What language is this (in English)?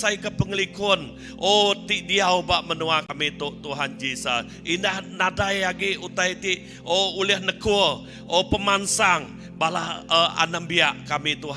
Iban